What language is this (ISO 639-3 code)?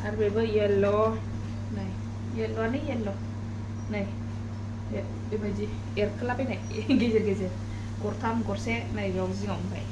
brx